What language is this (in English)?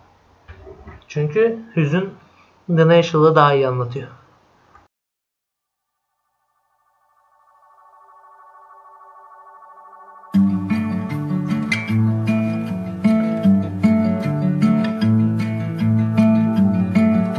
Turkish